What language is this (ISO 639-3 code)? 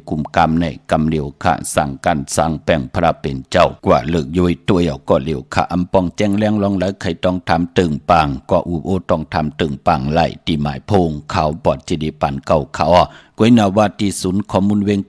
shn